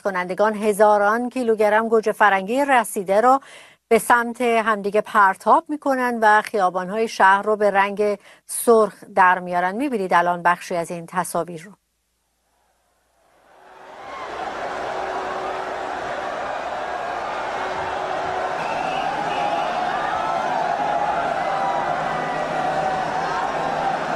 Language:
Persian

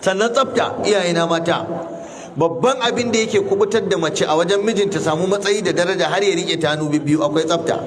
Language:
Hausa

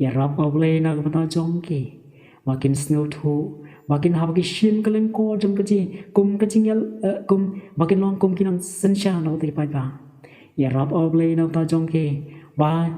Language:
Khasi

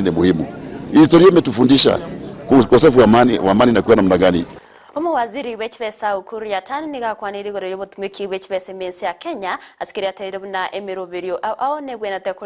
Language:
Gusii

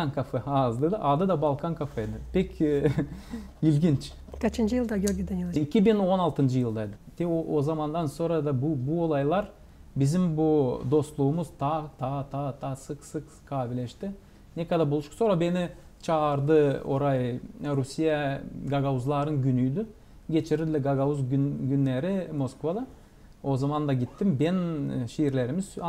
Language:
Gagauz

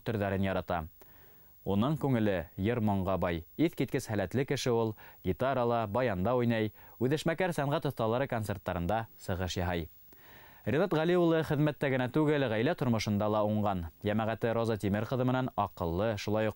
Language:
Bashkir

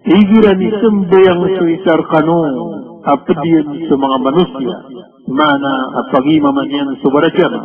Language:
Maranao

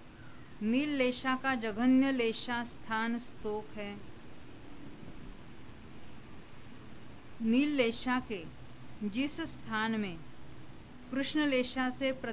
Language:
Hindi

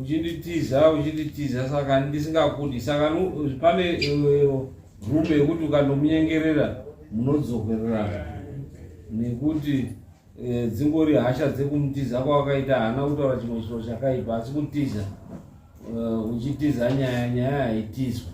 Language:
Shona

